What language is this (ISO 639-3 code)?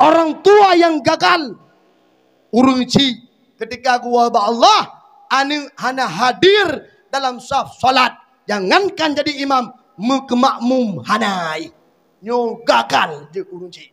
ace